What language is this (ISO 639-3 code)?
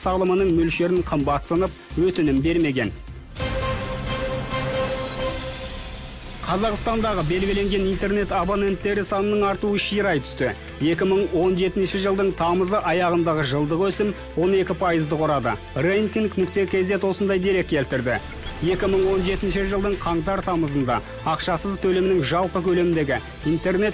kaz